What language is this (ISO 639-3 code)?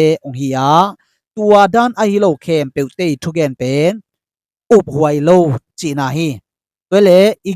ctd